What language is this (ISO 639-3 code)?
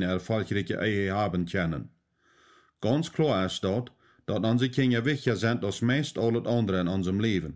pdt